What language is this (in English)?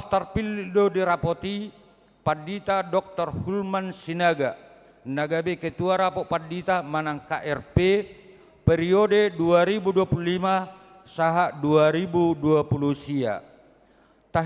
Batak Toba